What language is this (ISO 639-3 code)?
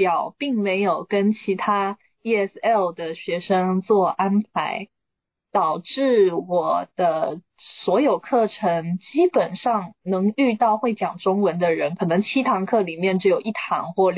zho